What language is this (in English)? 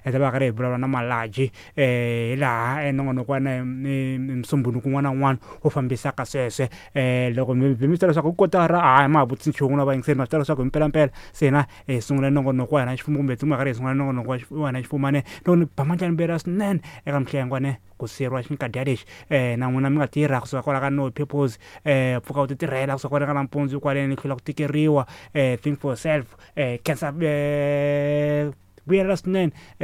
Tsonga